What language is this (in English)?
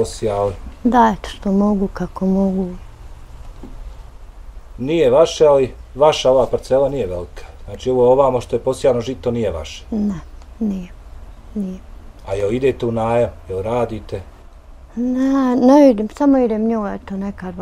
Bosnian